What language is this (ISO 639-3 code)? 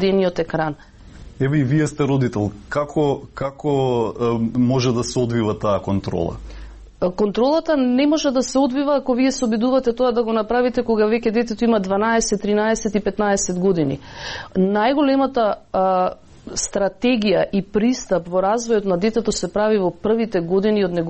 mkd